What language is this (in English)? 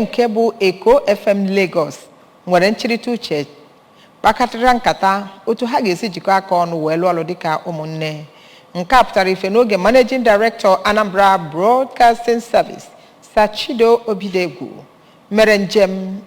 Igbo